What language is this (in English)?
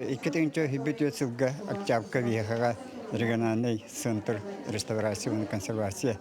Yakut